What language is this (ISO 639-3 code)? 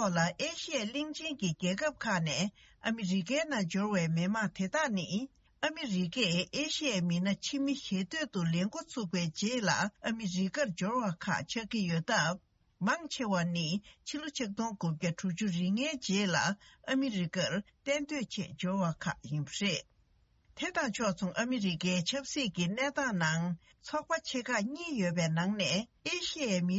bod